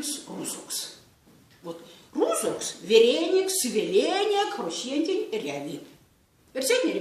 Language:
Erzya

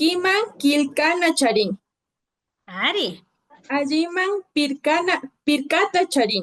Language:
Imbabura Highland Quichua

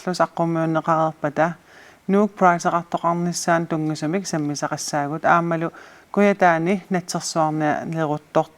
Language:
Kalaallisut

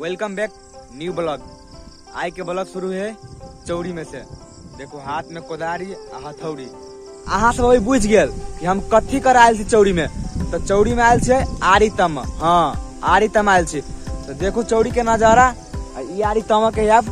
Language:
Maithili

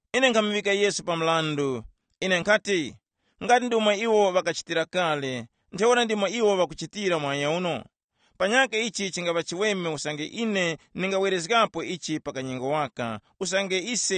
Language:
Tumbuka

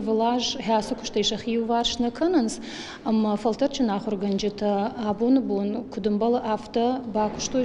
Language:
Ossetic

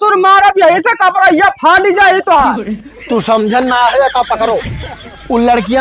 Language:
Awadhi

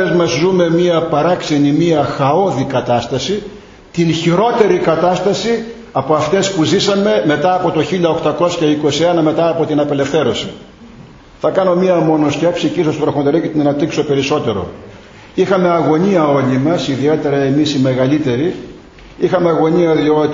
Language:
Greek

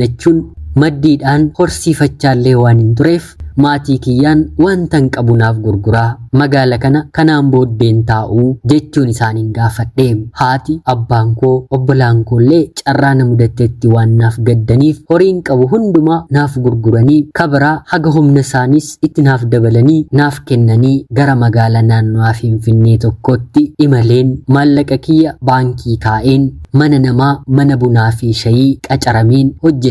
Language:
Oromo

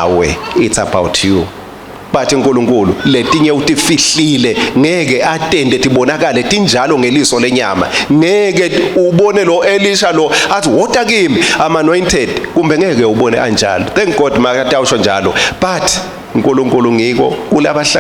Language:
Swati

